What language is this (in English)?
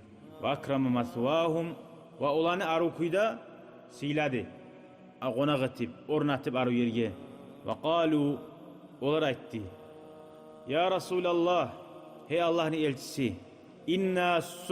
Kumyk